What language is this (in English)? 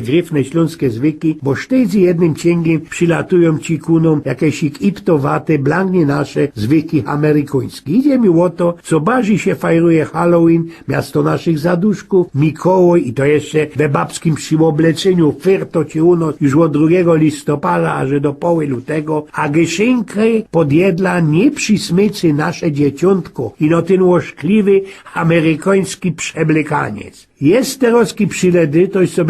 Silesian